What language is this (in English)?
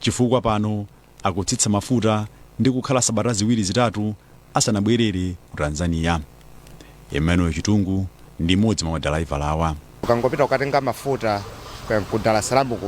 Nyanja